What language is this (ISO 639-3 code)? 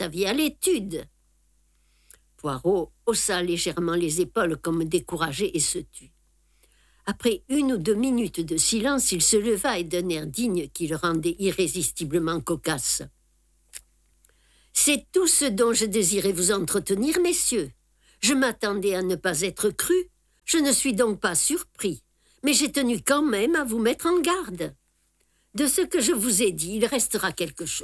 fra